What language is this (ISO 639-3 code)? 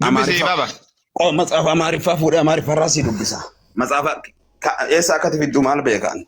orm